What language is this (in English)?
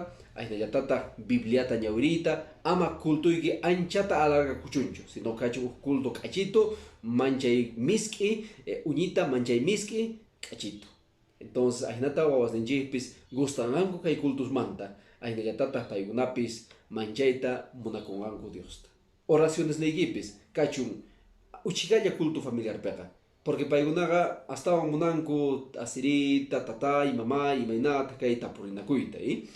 Quechua